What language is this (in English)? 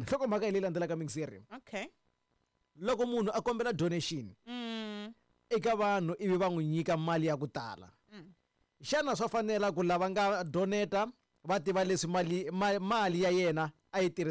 Tsonga